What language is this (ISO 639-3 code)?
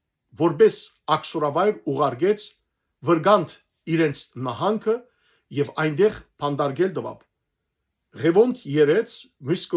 hyw